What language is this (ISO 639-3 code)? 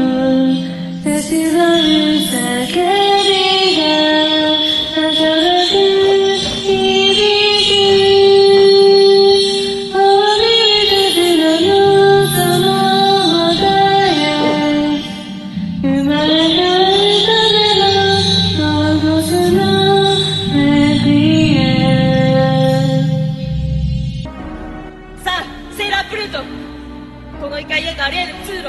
jpn